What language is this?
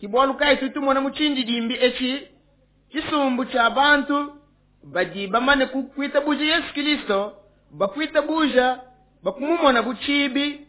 Luba-Lulua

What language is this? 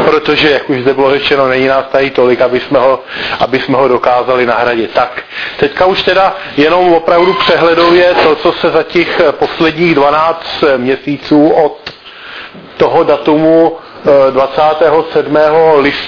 Czech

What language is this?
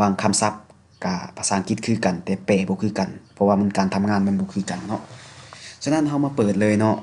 Lao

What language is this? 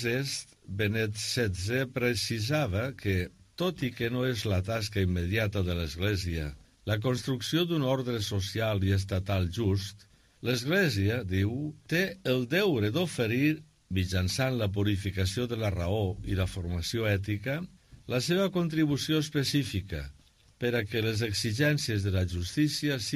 Catalan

